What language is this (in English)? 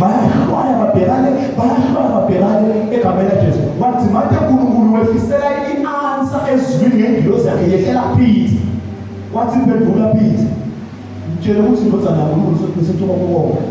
Zulu